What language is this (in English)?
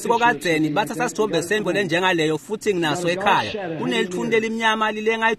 Swati